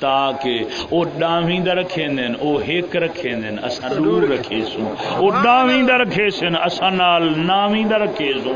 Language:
Saraiki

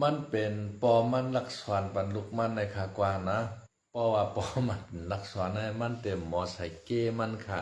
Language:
Shan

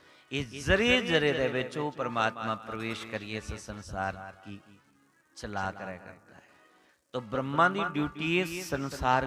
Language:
Dogri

